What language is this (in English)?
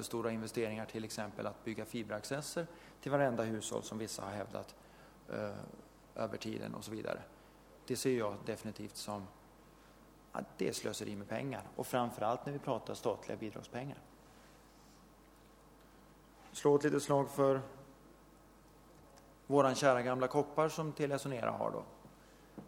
Swedish